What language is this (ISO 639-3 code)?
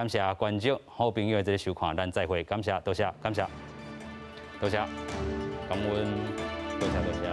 nan